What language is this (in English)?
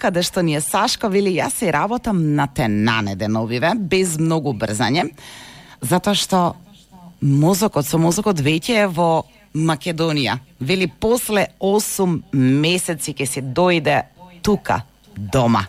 Macedonian